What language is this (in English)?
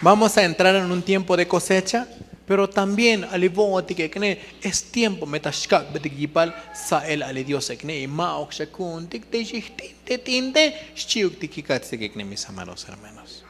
Tzotzil